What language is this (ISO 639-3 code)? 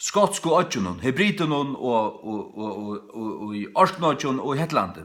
fao